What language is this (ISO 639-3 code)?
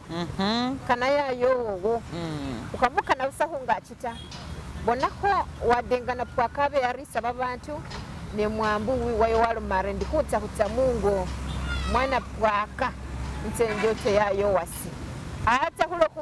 myx